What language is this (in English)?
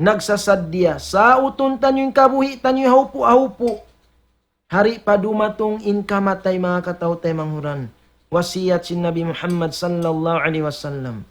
Tausug